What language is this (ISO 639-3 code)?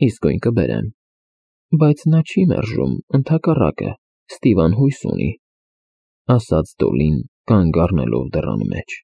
hye